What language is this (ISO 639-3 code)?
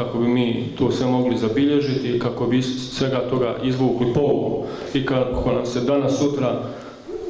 bos